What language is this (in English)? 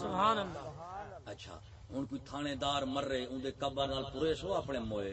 Saraiki